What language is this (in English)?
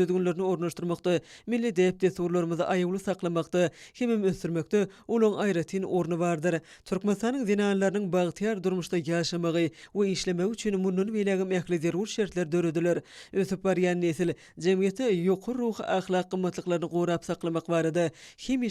Turkmen